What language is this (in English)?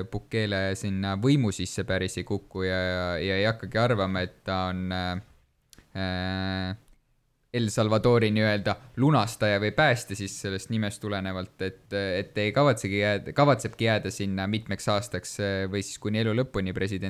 Estonian